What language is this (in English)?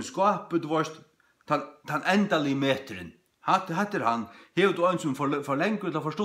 Faroese